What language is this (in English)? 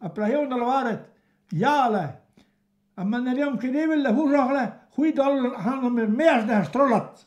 Breton